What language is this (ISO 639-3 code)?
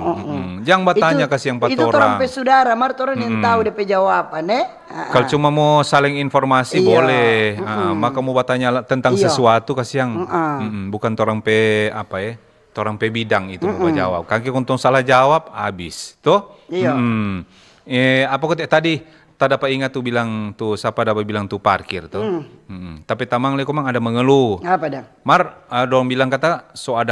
xmm